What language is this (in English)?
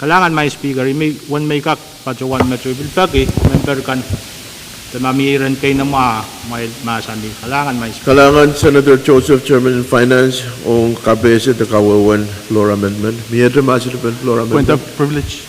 Pohnpeian